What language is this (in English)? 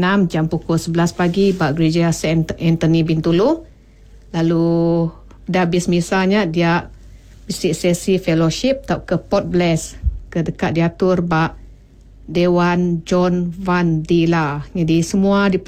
Iban